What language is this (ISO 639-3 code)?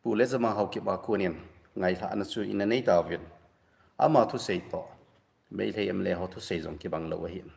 tcz